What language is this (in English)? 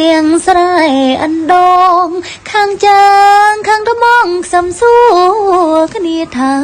Khmer